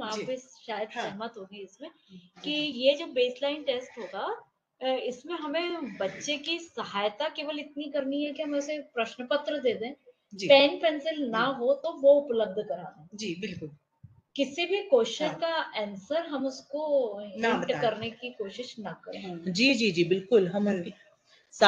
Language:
Hindi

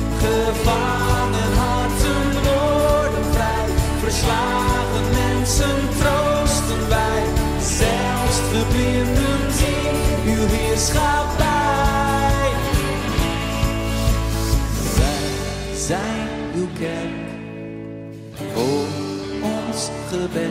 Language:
Dutch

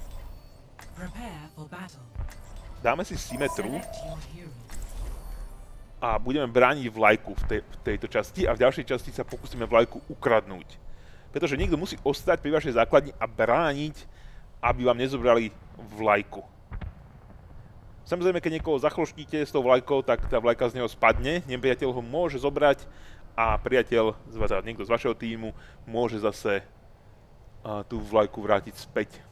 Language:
Slovak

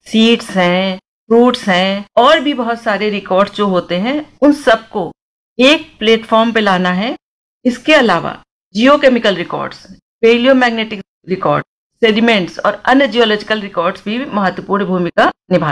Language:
Hindi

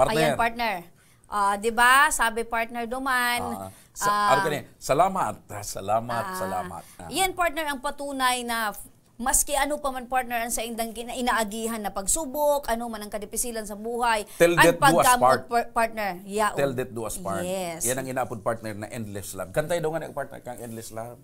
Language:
Bikol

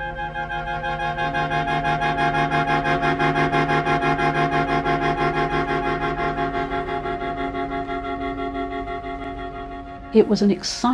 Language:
English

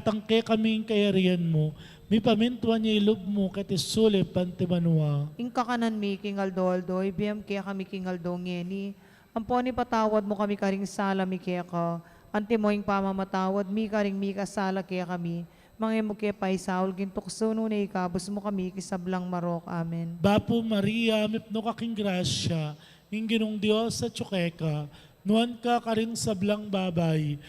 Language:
Pampanga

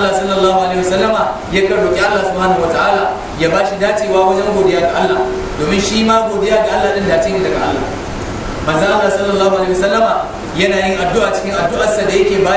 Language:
Hausa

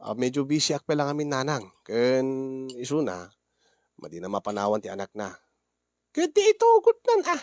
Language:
Iloko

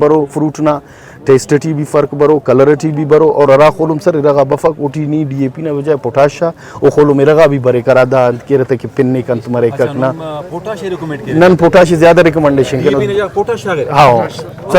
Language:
Brahui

